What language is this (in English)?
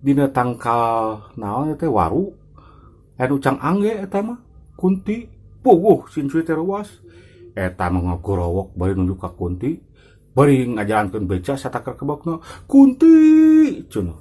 Sundanese